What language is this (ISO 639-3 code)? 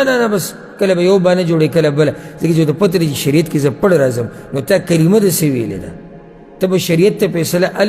pus